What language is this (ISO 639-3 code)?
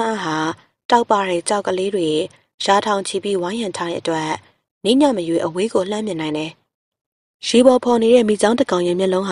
mya